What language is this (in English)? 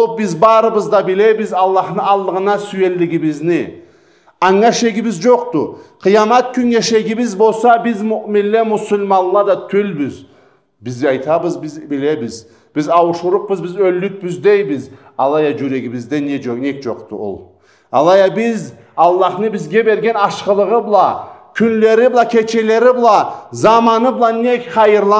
Karachay-Balkar